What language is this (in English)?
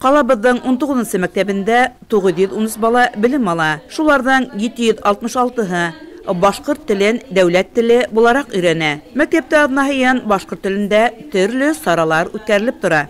Bashkir